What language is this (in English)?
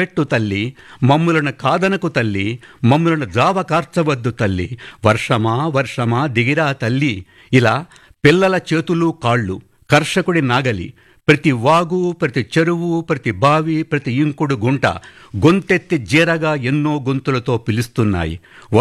Telugu